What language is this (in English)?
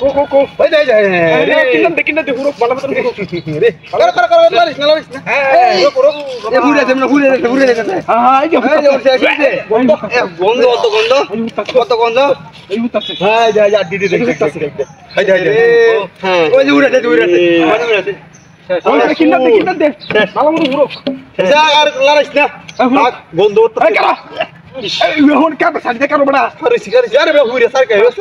Bangla